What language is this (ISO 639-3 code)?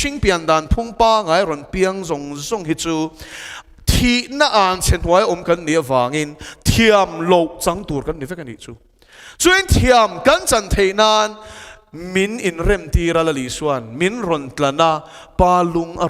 lus